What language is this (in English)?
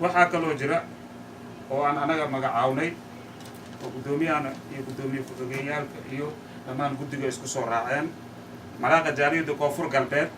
Somali